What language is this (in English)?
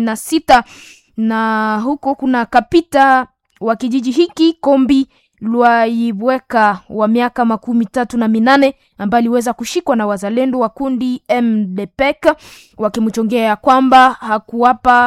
Swahili